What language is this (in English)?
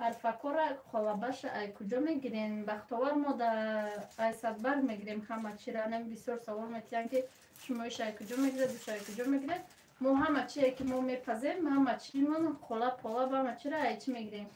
Tajik